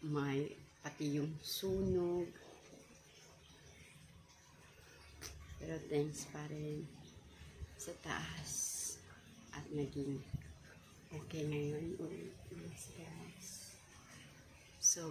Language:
Filipino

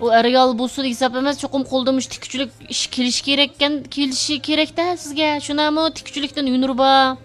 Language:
Uyghur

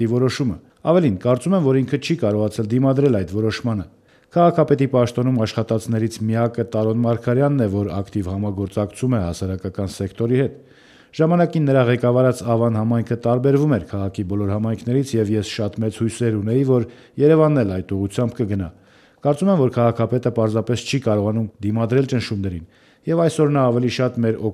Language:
Armenian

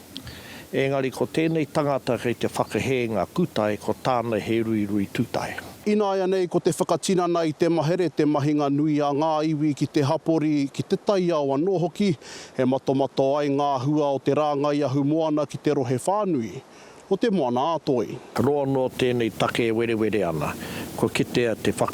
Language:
Māori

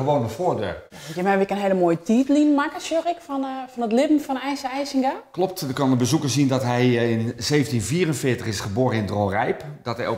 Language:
Western Frisian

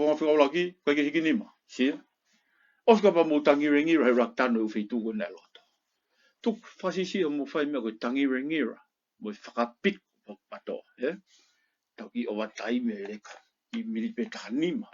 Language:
Tongan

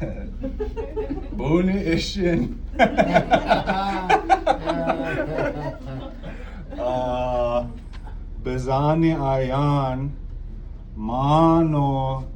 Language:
Chippewa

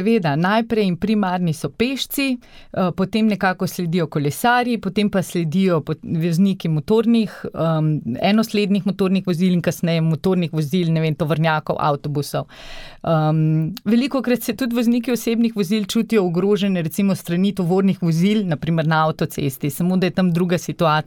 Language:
Slovenian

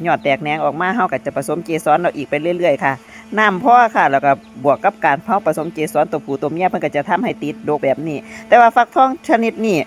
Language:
Northeastern Thai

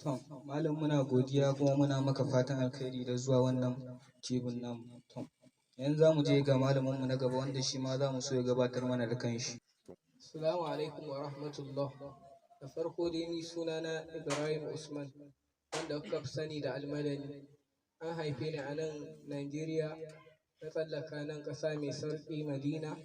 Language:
Hausa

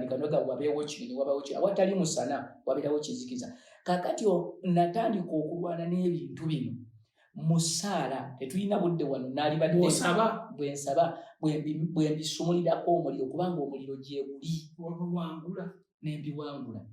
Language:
Ganda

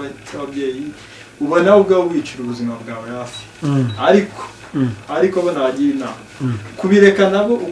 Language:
Kinyarwanda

